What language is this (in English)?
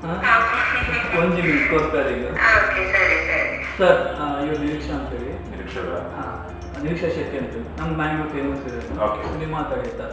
Tulu